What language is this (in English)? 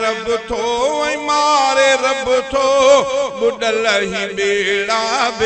Sindhi